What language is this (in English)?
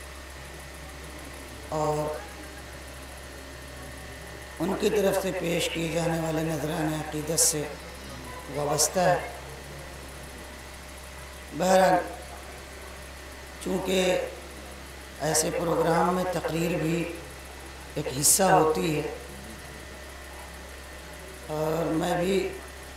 Urdu